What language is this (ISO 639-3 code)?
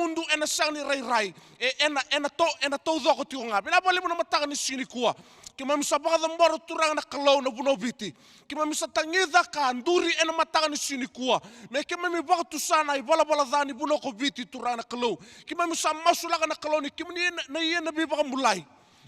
fij